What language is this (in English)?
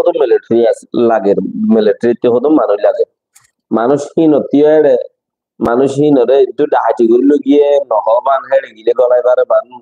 Rohingya